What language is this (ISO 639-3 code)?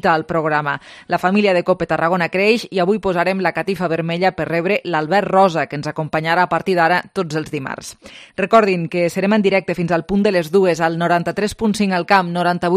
cat